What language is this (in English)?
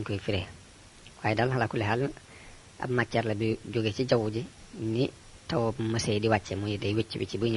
Wolof